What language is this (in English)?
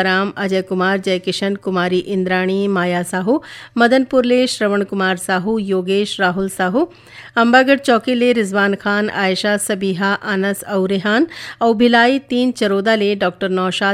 Chhattisgarhi